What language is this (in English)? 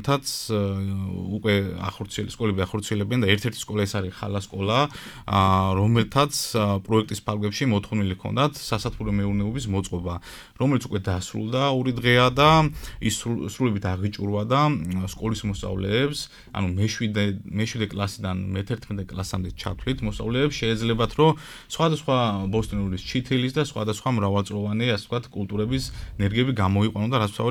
Georgian